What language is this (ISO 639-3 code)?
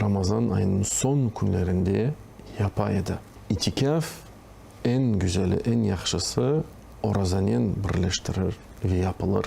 crh